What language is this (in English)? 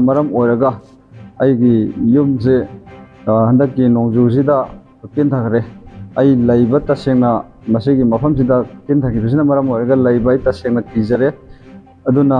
Manipuri